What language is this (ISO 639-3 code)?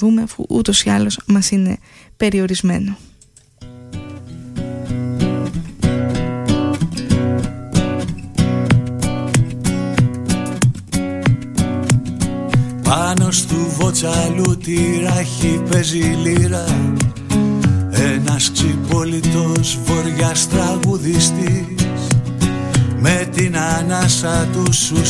ell